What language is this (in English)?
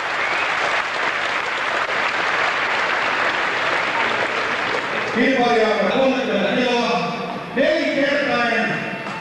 Finnish